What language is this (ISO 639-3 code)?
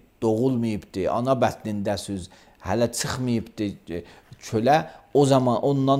aze